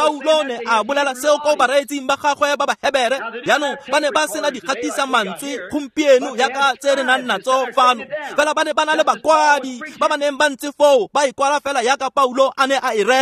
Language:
Tswana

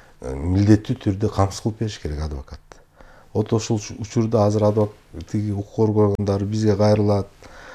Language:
Kyrgyz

